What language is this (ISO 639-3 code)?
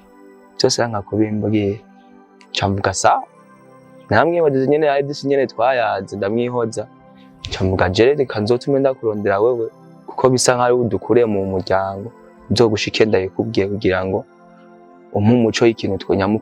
run